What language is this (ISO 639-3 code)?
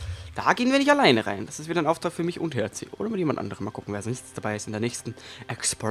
deu